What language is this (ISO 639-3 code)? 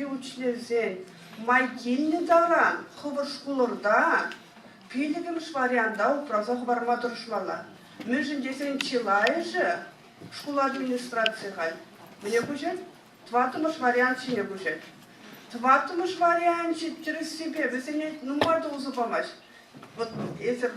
chv